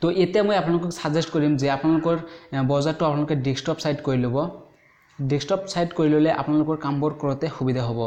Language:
Assamese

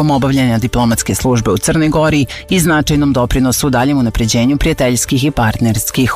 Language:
Serbian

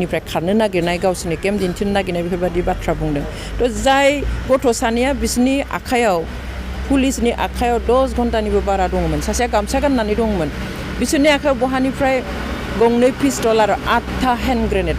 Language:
Bodo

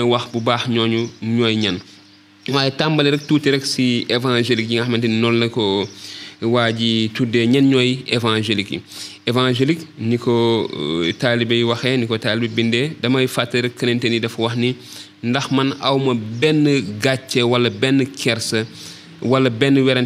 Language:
Wolof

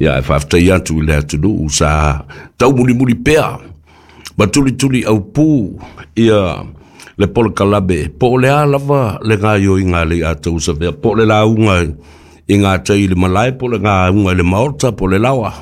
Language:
Samoan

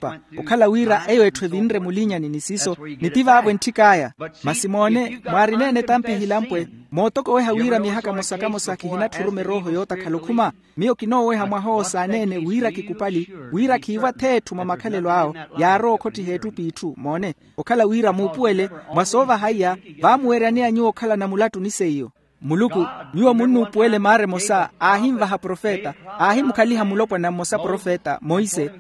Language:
Makhuwa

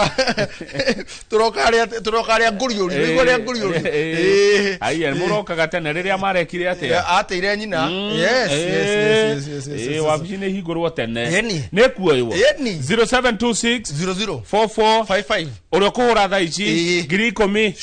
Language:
Kikuyu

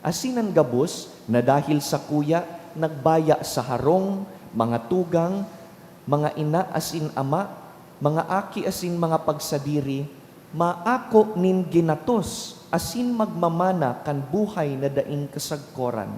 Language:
Bikol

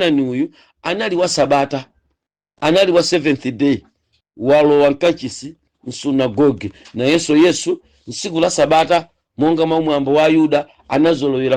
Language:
Nyanja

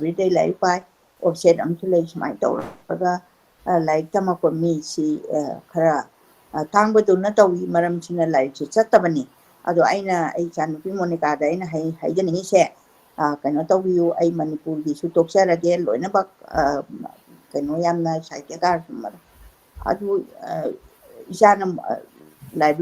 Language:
Manipuri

